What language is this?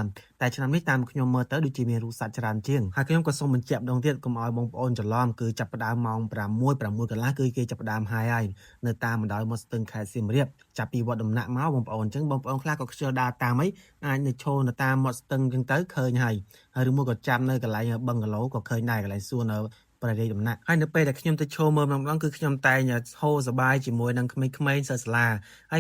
Khmer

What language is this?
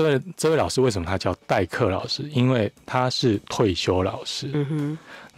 Chinese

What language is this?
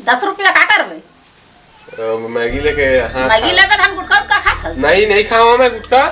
Chhattisgarhi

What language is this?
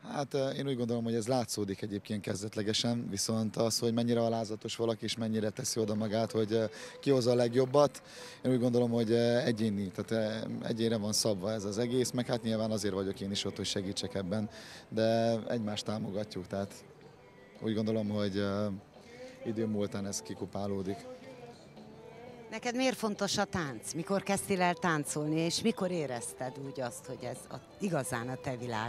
Hungarian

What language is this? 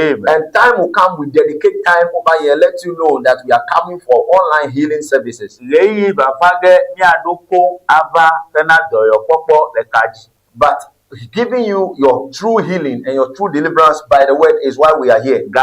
Ewe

